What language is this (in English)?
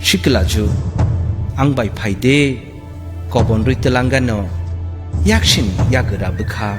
Kok Borok